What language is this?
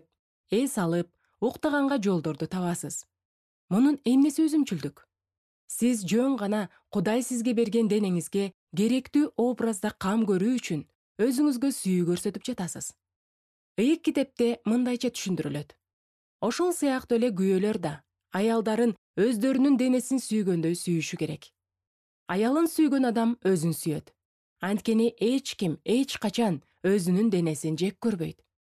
Kyrgyz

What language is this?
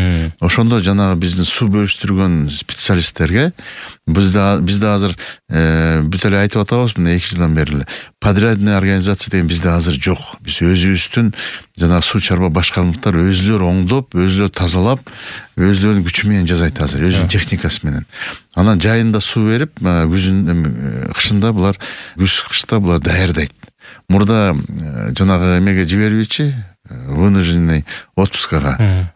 Kyrgyz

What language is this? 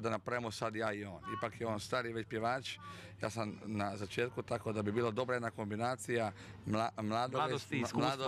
Croatian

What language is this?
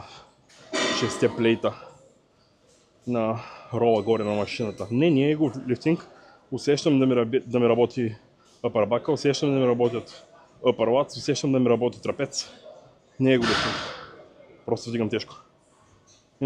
Bulgarian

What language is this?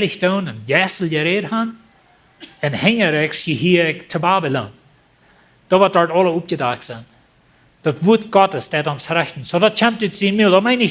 Plautdietsch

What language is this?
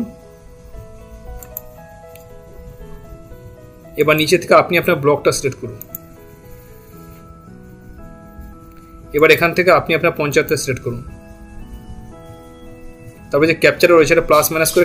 Bangla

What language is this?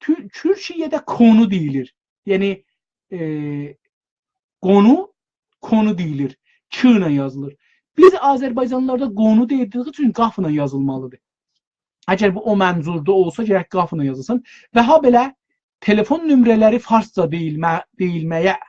South Azerbaijani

